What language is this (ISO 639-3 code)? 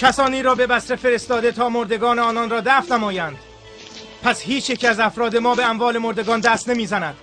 tgk